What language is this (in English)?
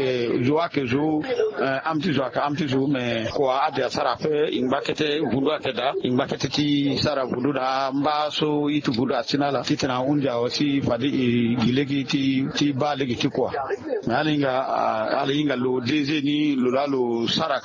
Sango